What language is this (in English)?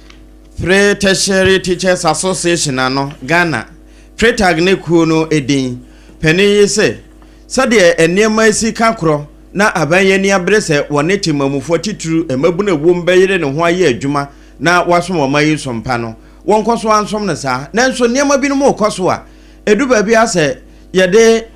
Akan